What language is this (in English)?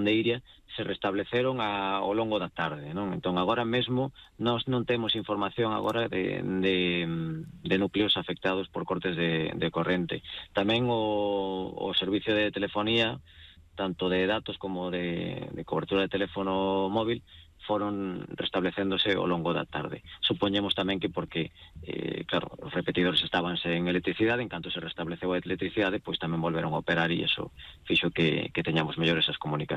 Galician